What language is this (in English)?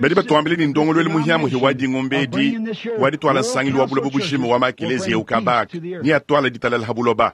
Luba-Lulua